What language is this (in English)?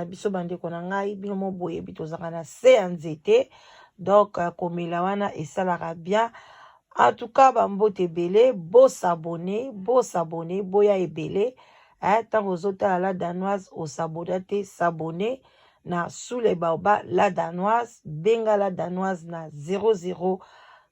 Lingala